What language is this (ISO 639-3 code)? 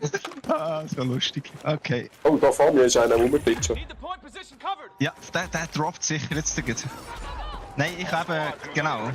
gsw